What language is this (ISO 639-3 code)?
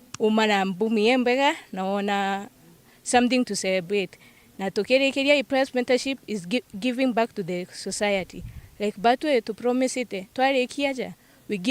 mer